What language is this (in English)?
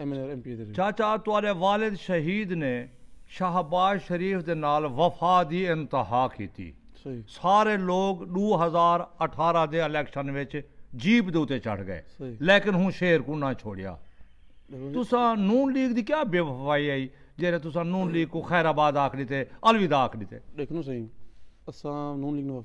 Saraiki